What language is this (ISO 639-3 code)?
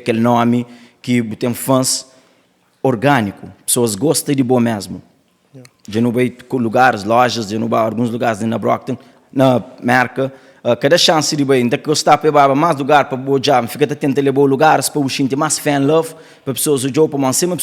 kea